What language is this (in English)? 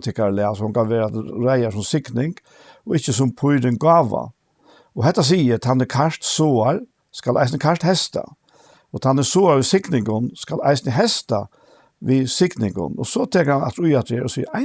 Faroese